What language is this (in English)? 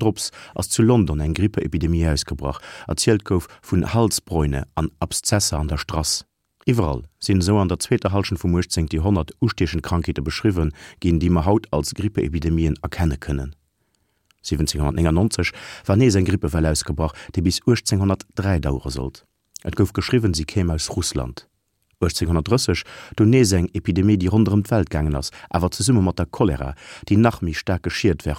Luxembourgish